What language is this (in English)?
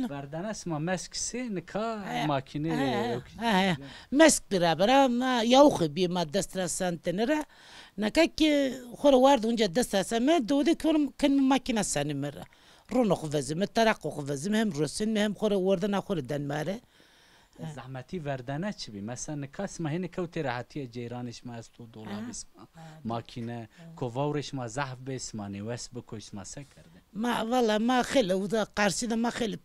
Zaza